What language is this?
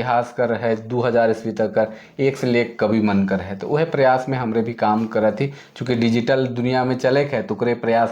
Sadri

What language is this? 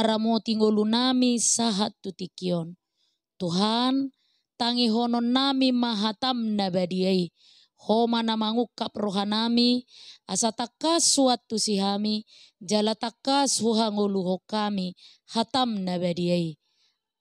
Batak Toba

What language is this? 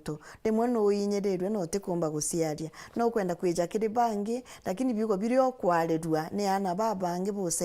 Meru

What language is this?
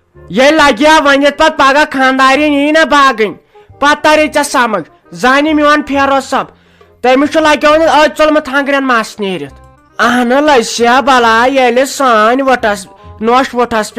Kashmiri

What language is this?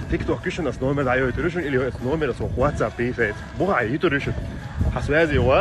Chechen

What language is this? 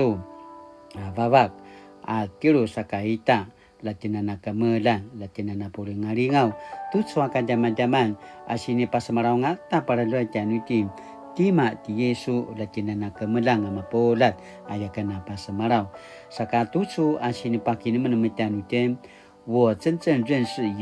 Paiwan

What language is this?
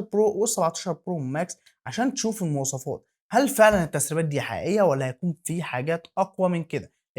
Egyptian Arabic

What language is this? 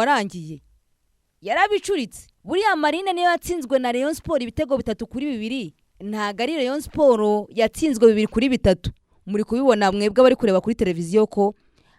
Kinyarwanda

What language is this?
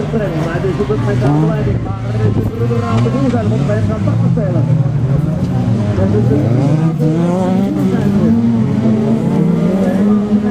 Dutch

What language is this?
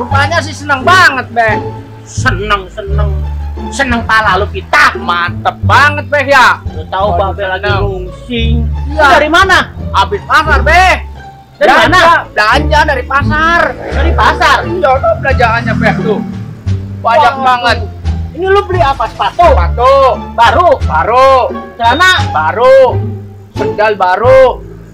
Betawi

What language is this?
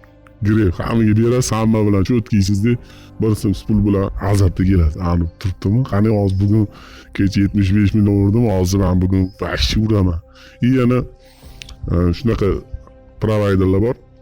Uzbek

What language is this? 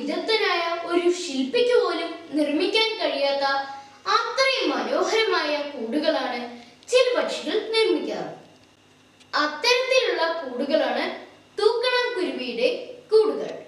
Malayalam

